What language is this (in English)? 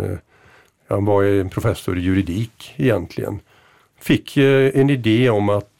Swedish